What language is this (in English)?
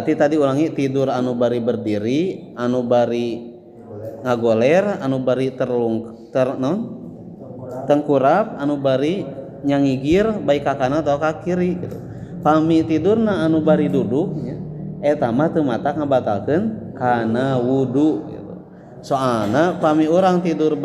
Sundanese